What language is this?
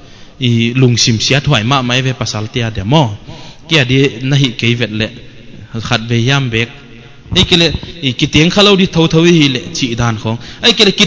Paite Chin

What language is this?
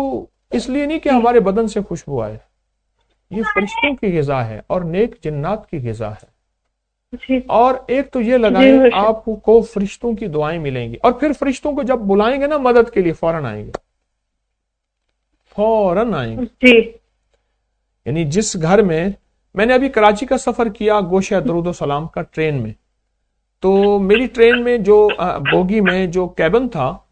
Urdu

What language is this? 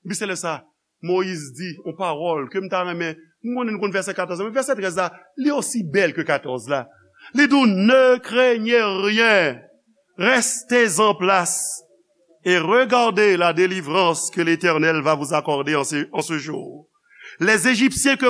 Haitian Creole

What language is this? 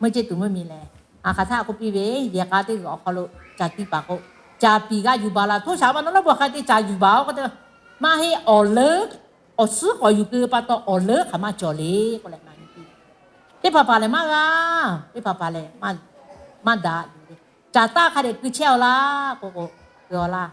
Lahu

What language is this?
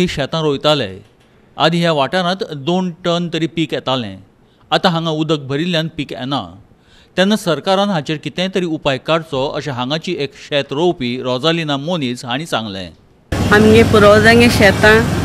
Konkani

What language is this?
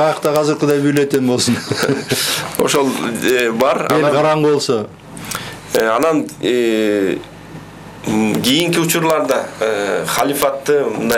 Kyrgyz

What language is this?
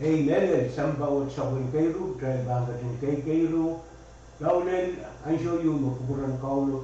Pohnpeian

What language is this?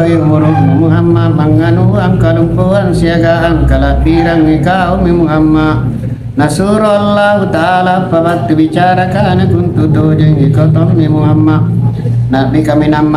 Makasar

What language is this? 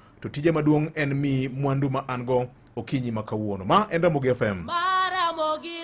Luo (Kenya and Tanzania)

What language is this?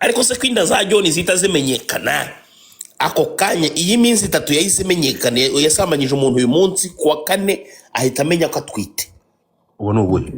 Kinyarwanda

